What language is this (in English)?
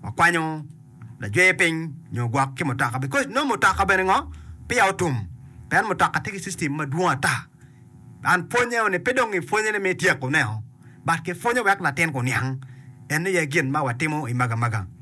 Acoli